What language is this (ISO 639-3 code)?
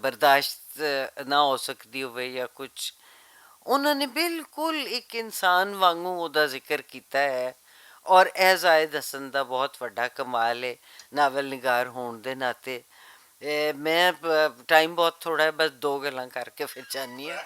lah